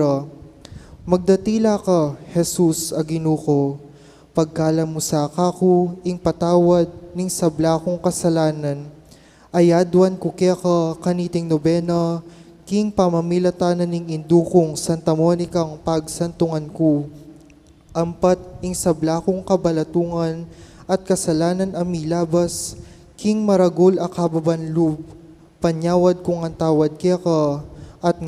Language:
Pampanga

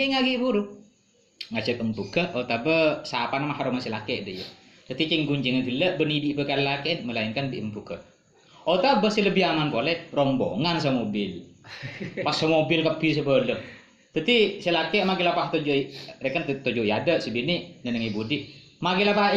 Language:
Madurese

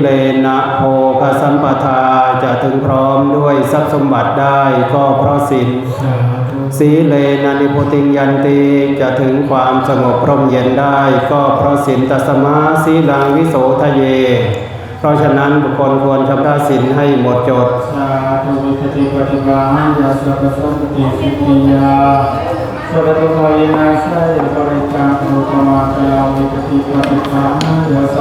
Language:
Pali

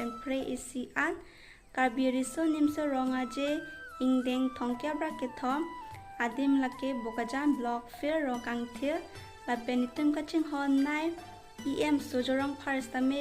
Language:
Karbi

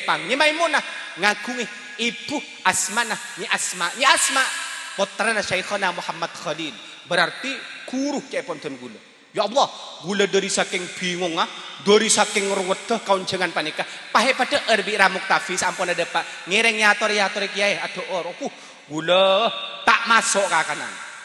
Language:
Madurese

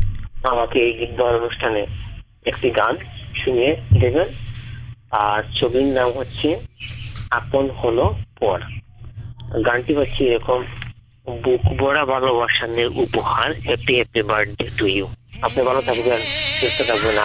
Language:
Bangla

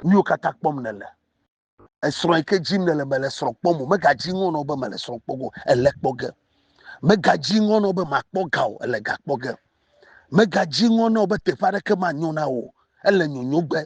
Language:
Ewe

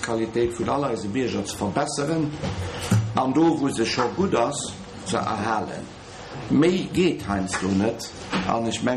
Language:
Luxembourgish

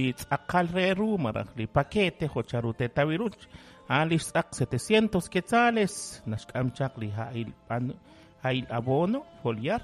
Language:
Kekchí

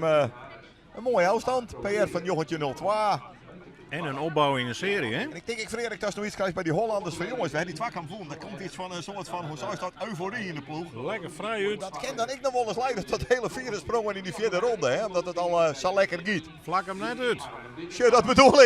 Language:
Western Frisian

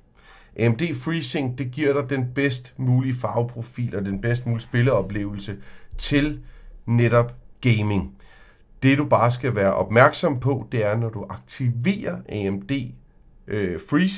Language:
Danish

